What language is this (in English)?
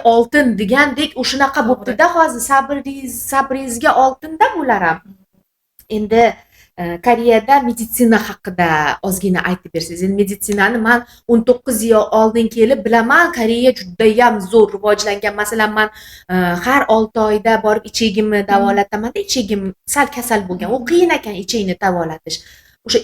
Uzbek